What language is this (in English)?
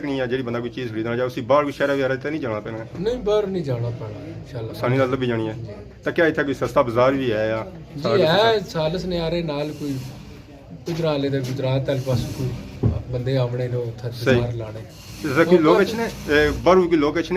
Pahari-Potwari